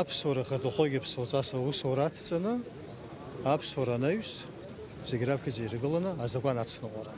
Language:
Abkhazian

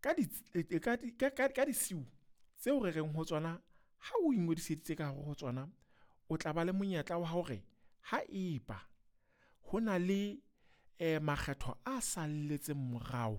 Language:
Southern Sotho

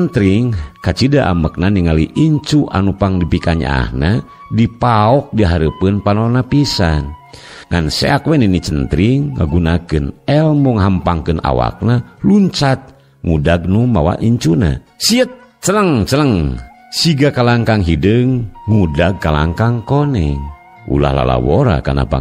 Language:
Sundanese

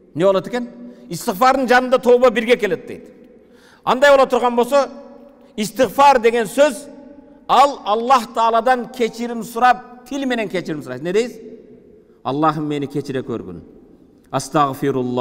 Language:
Kyrgyz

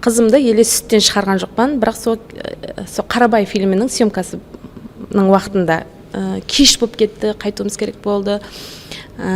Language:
Kara-Kalpak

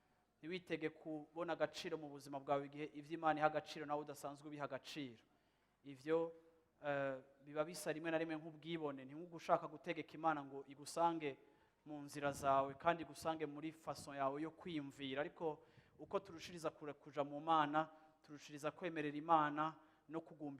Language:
Rundi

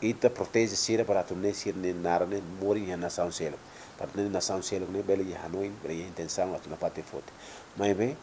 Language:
Tetum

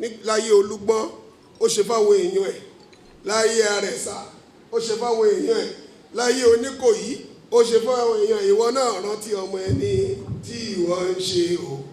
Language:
Yoruba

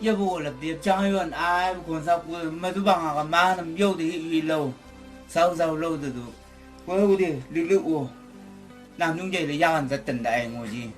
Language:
Chang Naga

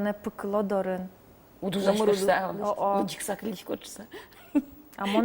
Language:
Udmurt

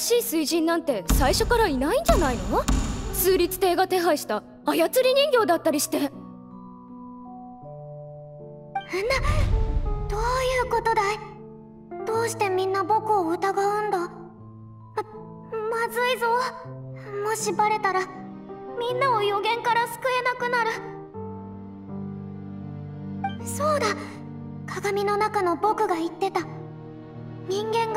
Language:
Japanese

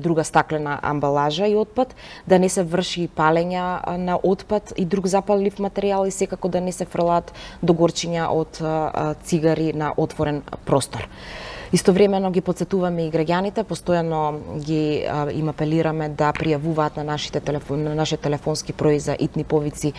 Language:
Macedonian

